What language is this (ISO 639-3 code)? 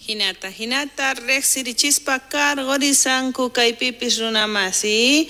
quh